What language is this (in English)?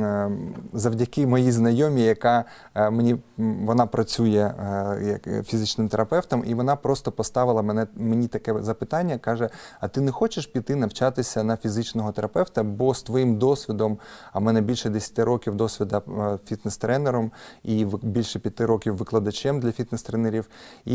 Ukrainian